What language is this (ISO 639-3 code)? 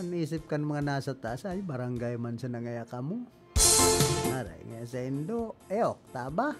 bik